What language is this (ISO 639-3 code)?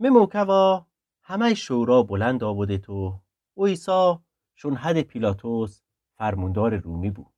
glk